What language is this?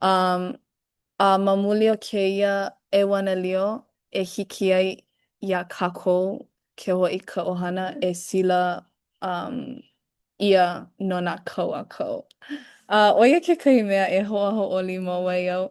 Hawaiian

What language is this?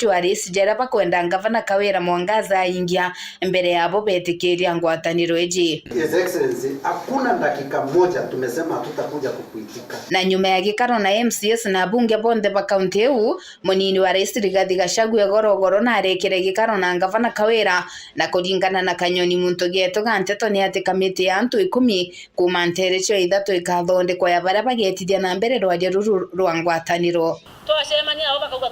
Meru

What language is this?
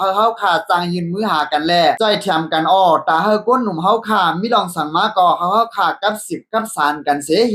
Shan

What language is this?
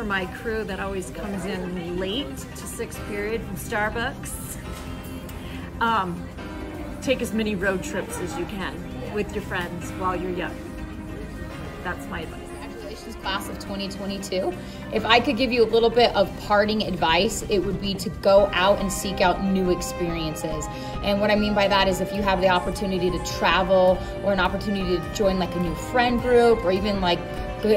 English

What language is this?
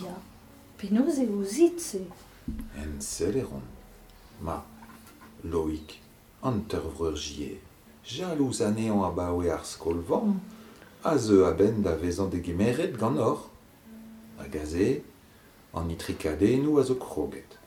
Breton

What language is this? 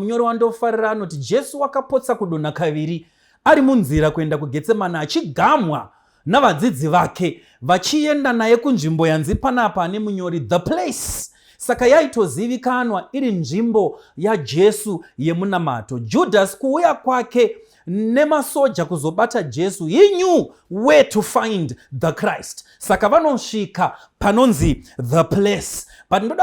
Shona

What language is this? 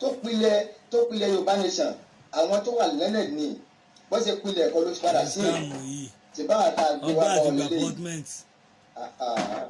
Yoruba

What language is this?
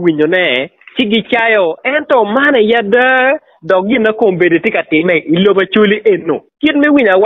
Acoli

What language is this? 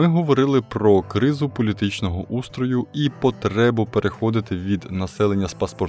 Ukrainian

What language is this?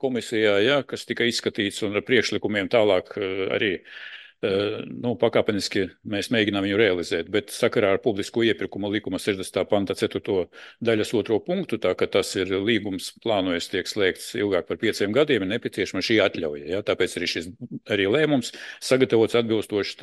Latvian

